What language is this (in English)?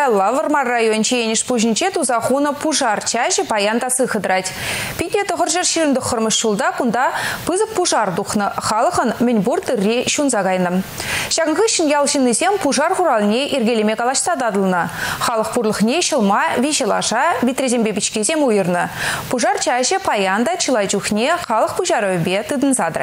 Chuvash